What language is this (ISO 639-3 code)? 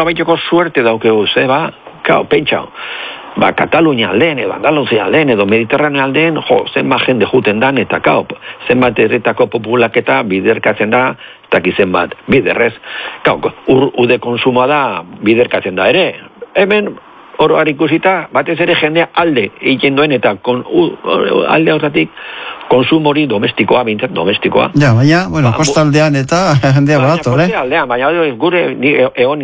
eus